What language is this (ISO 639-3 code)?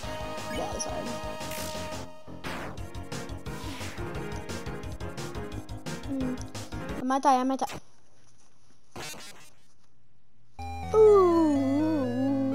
eng